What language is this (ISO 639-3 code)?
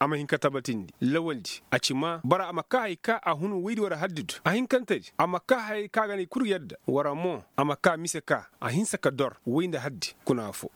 ses